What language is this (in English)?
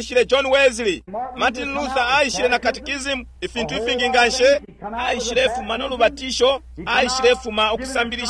Bemba